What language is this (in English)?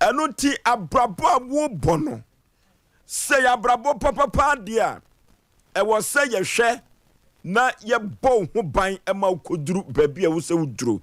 Akan